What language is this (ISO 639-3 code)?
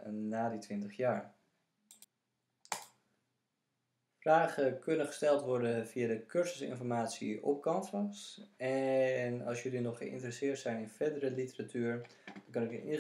nld